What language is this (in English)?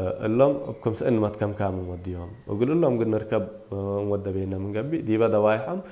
Tigre